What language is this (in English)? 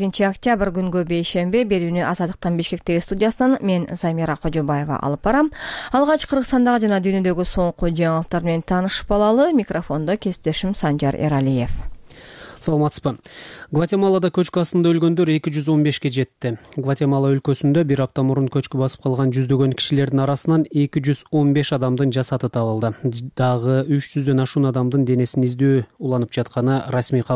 Kyrgyz